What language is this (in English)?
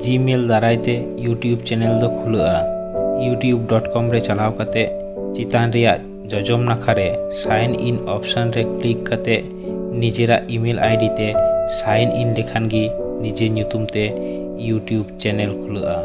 Santali